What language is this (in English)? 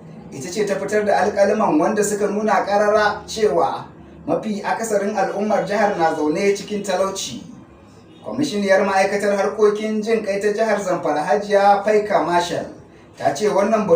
Hausa